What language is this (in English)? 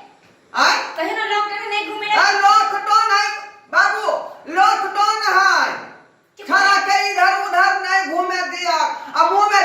Maithili